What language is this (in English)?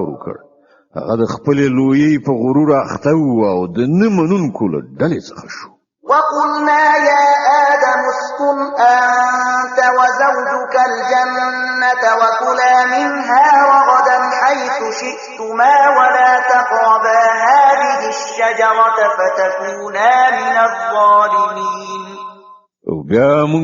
Pashto